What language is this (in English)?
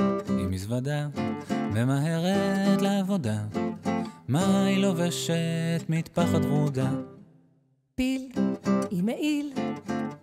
Hebrew